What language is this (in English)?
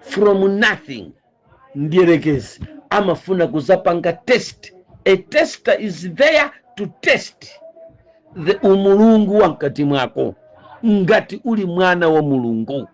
Nyanja